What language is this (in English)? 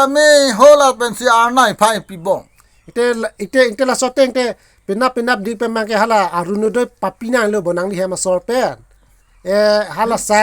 Karbi